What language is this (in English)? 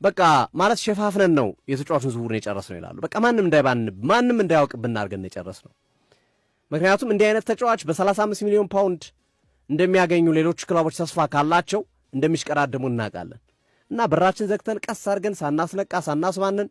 Amharic